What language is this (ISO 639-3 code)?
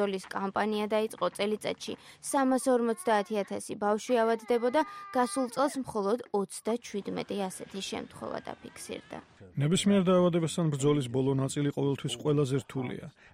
kat